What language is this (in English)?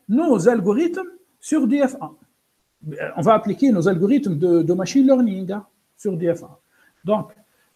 French